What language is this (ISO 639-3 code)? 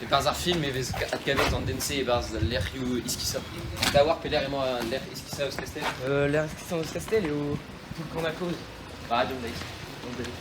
bre